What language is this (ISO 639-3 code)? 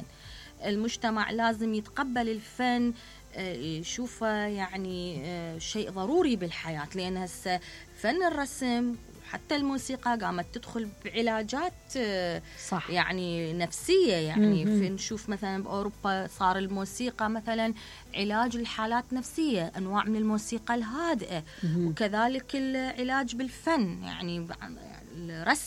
acm